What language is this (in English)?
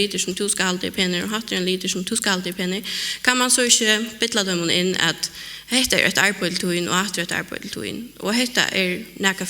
Faroese